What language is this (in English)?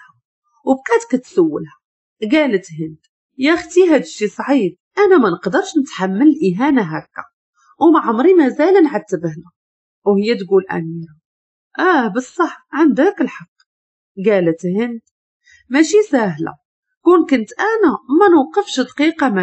Moroccan Arabic